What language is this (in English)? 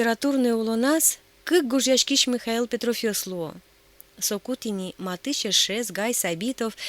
Udmurt